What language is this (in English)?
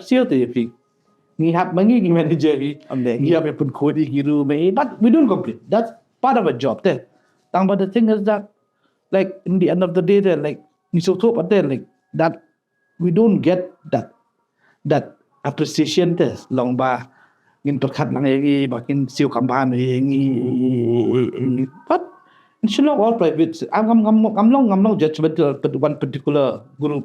Khasi